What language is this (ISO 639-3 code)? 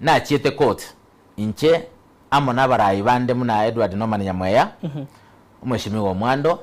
guz